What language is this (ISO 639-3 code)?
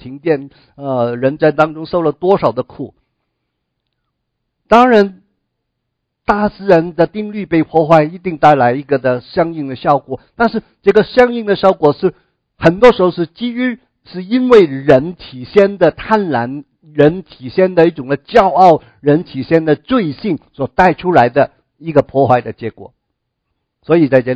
zho